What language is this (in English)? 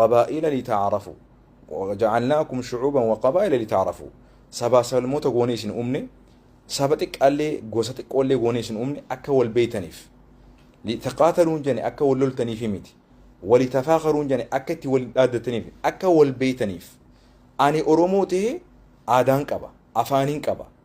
Oromo